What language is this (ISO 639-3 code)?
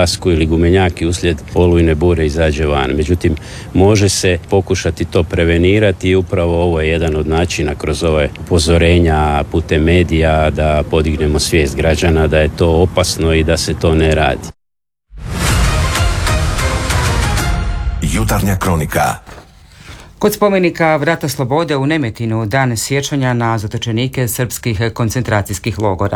hrv